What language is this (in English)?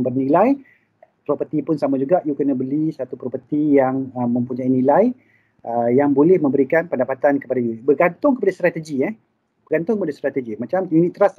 Malay